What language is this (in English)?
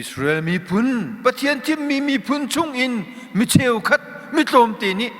Hakha Chin